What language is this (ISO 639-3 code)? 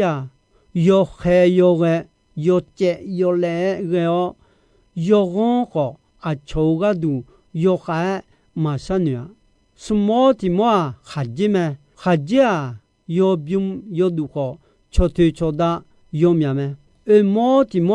ahk